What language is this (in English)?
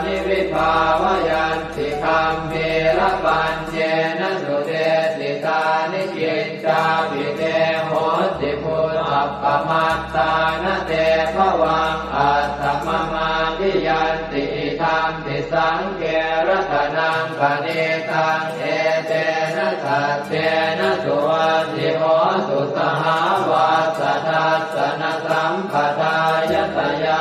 Pali